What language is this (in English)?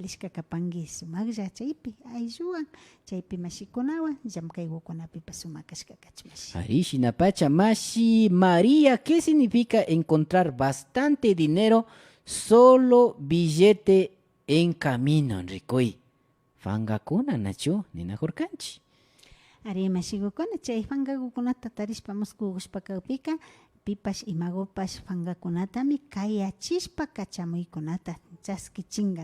Imbabura Highland Quichua